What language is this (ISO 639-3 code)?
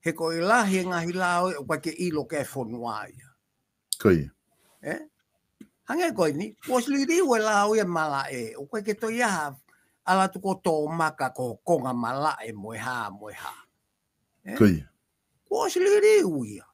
ton